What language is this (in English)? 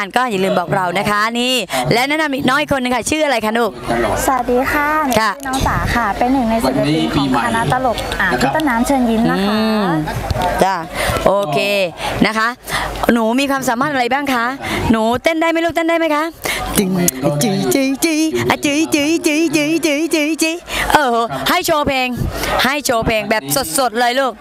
Thai